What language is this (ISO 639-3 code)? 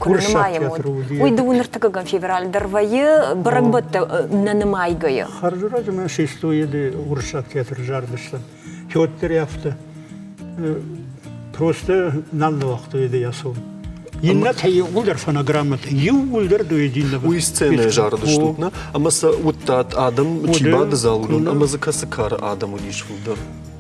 oss